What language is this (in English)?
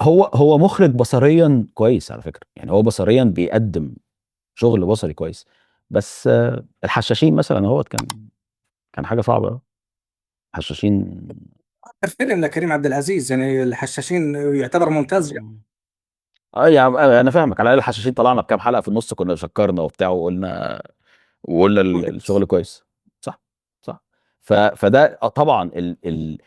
Egyptian Arabic